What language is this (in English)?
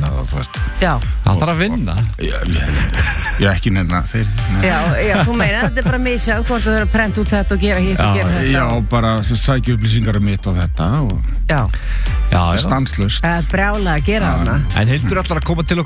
Icelandic